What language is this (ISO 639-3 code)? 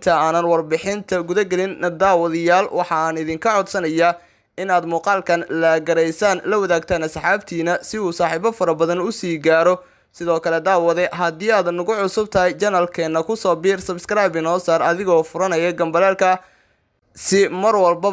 som